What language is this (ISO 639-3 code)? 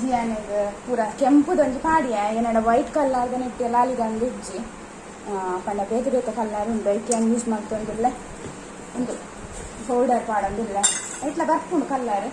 tcy